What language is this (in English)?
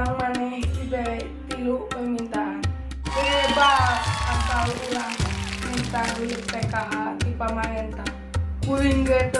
Sundanese